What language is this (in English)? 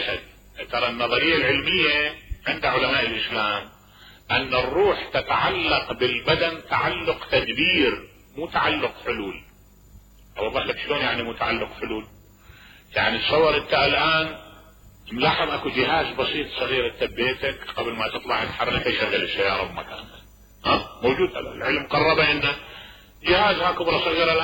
Mesopotamian Arabic